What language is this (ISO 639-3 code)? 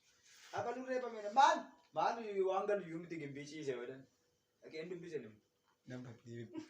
orm